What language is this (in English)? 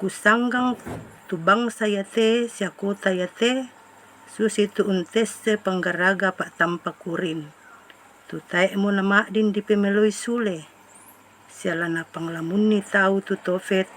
Toraja-Sa'dan